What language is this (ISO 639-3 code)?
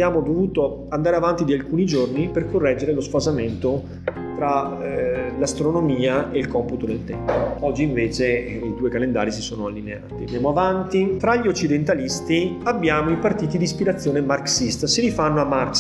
ita